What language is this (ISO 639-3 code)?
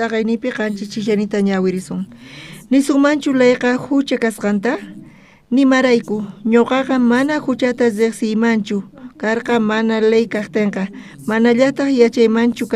quh